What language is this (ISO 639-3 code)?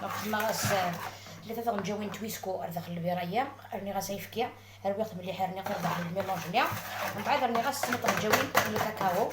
arq